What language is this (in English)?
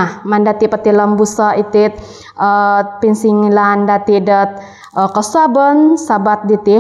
Central Dusun